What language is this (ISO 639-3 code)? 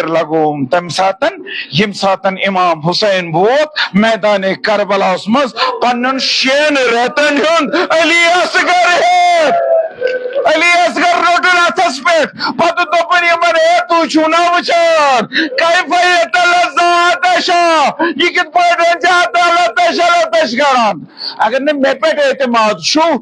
kas